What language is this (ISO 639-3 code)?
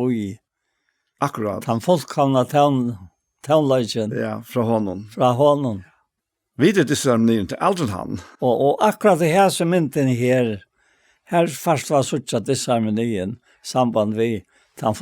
fao